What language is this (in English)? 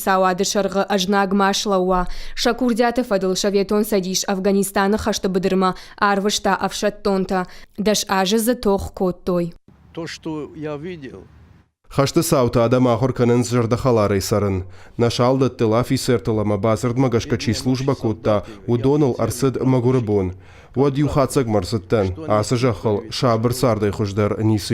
Ossetic